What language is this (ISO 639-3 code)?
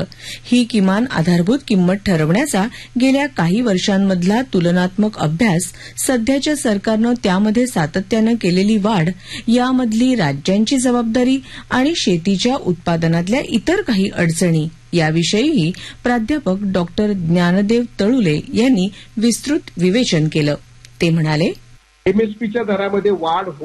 mar